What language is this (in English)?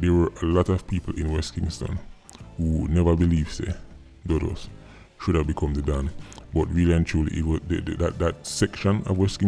Jamaican Creole English